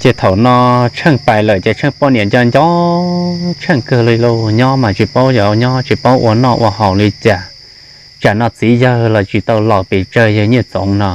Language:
Hmong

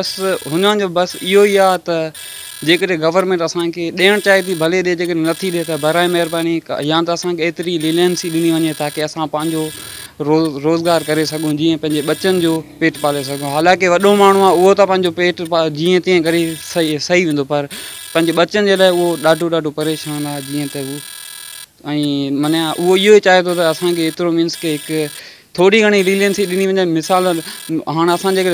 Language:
Sindhi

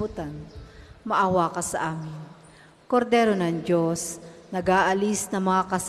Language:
Filipino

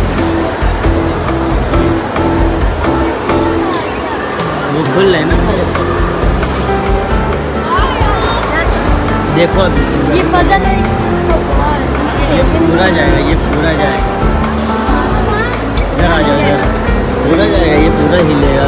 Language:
Hindi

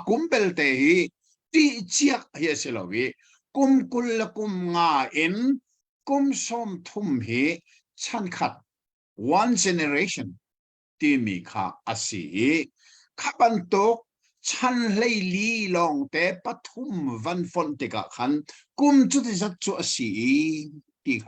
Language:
Hakha Chin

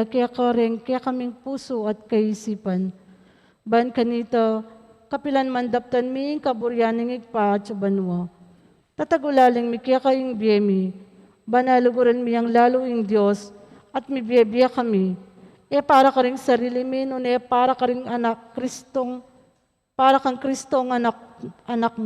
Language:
Pampanga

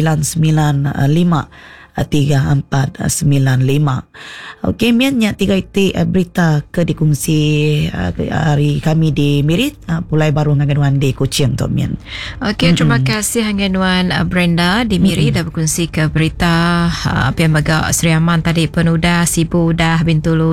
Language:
Iban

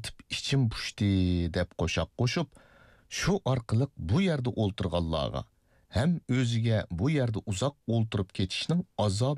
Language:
Uyghur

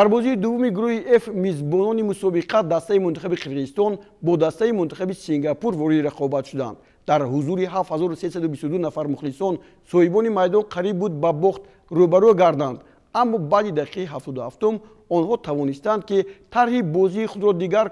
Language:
Tajik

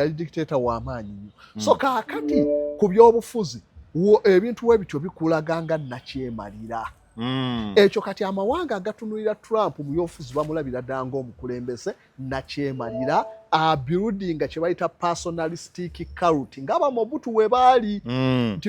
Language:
Ganda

